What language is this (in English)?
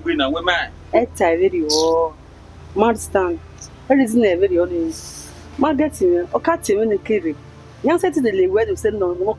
Bini